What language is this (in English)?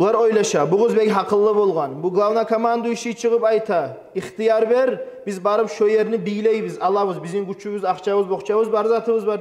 Kumyk